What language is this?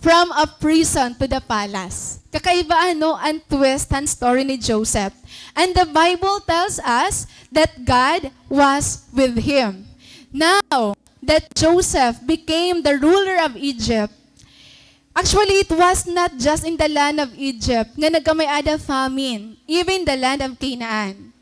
Waray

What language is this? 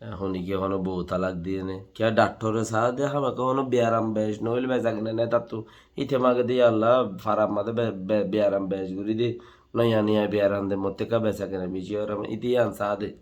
Rohingya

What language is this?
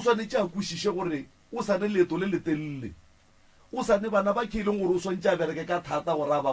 Northern Sotho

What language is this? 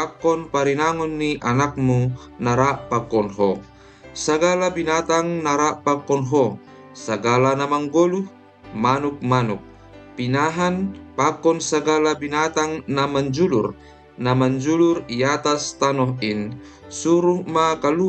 Batak Simalungun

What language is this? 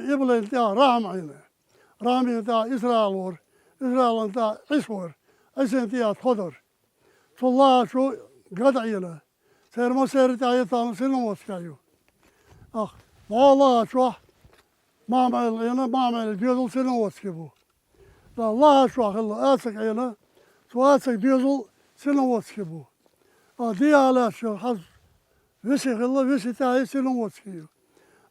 Chechen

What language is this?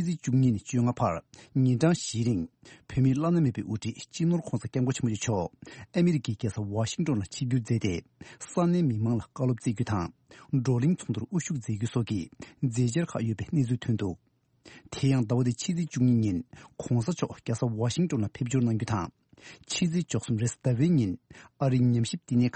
Tibetan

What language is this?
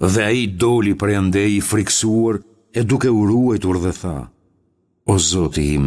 Albanian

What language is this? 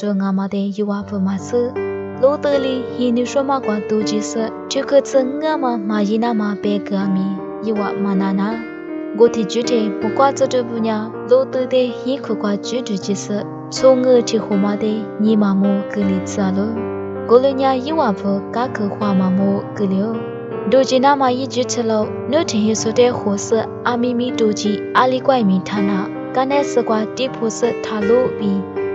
Lisu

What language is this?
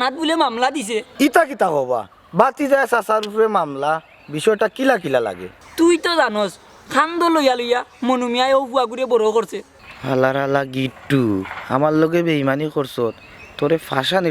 Sylheti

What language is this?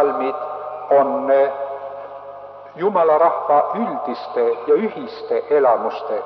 Estonian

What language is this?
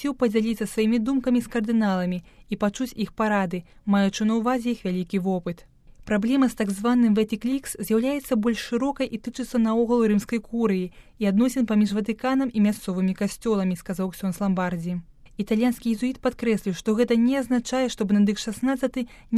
Belarusian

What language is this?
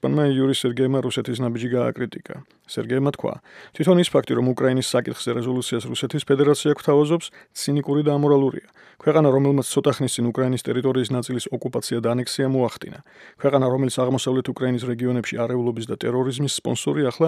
Georgian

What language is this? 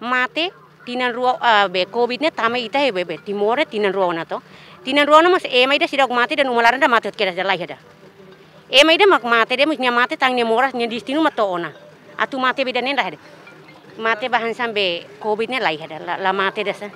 Tetum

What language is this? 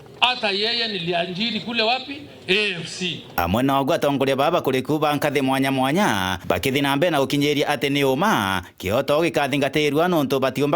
Meru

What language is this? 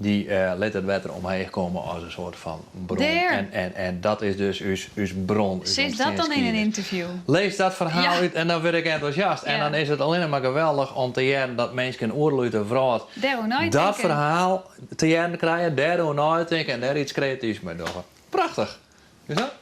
Western Frisian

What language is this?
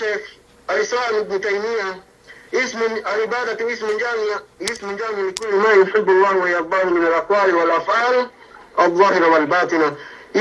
Yakan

